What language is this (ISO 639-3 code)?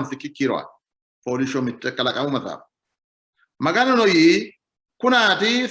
sid